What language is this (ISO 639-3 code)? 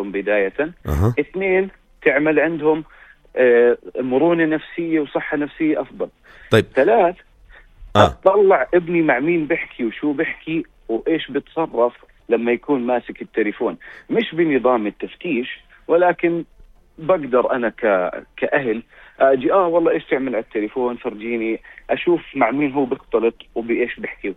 apc